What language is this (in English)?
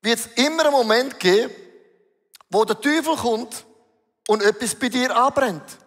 Swiss German